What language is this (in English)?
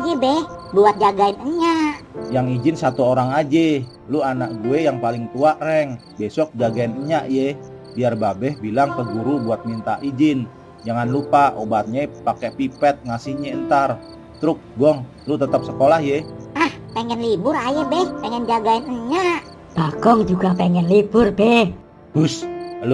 Betawi